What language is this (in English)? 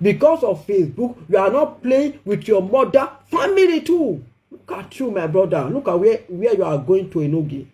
Nigerian Pidgin